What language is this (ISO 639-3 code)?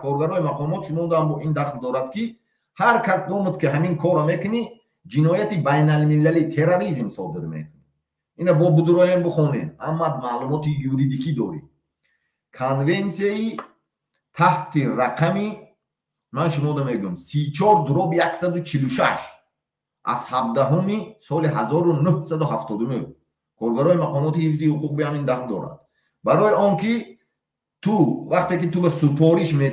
tgk